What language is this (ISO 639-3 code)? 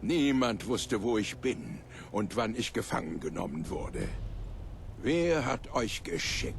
bar